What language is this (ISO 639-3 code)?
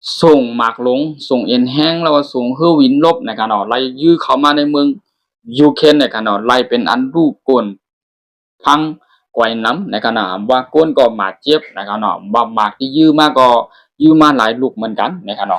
shn